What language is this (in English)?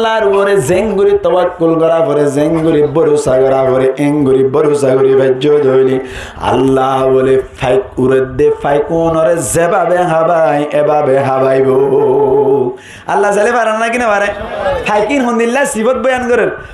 Rohingya